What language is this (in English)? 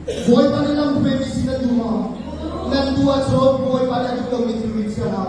Hakha Chin